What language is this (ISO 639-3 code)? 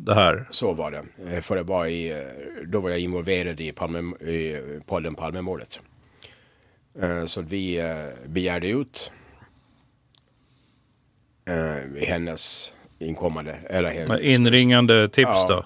swe